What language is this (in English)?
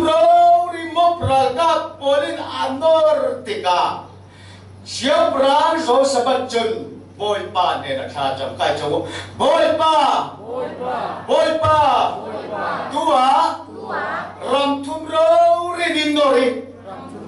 Falam Chin